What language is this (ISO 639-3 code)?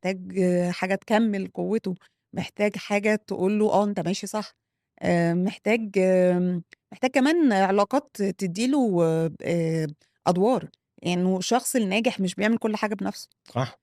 arz